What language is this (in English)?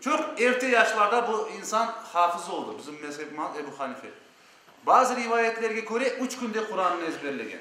Crimean Tatar